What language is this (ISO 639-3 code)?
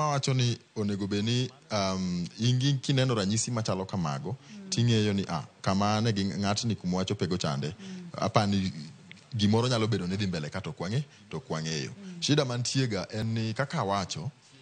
luo